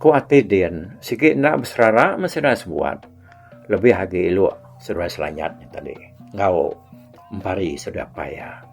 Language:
Iban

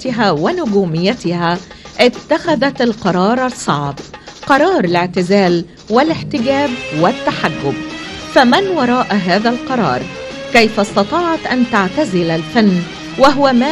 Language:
Egyptian Arabic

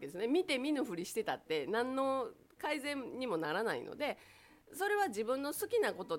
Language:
Japanese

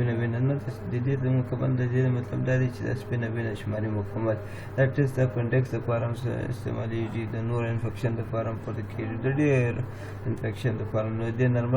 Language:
Pashto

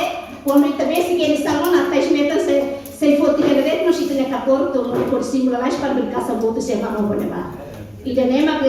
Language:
Tetum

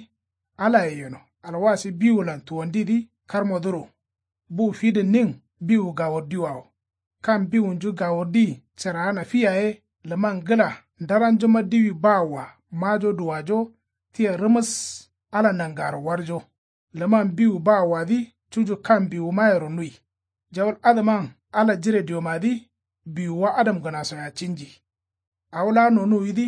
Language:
Kanuri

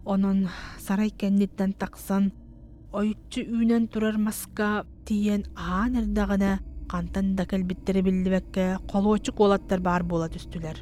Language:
Yakut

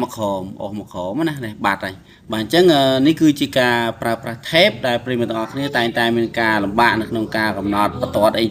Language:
Khmer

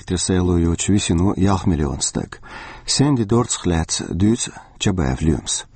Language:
Chechen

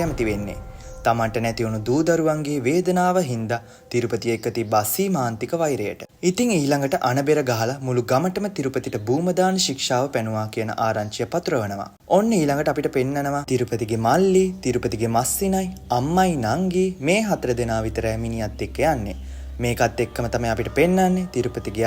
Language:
Sinhala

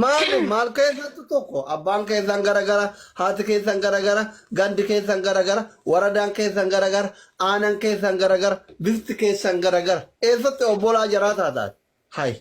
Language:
Oromo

